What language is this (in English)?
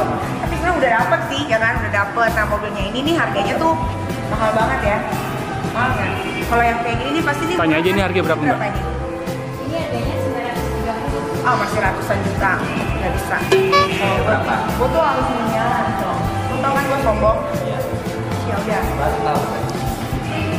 Indonesian